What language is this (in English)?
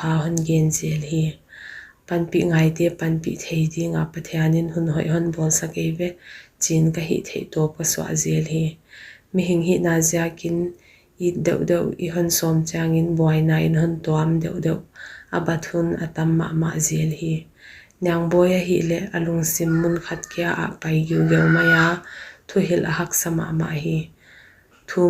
Paite Chin